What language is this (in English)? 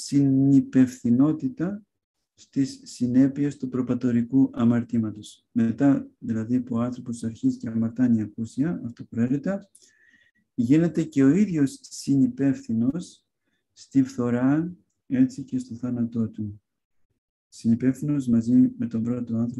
Greek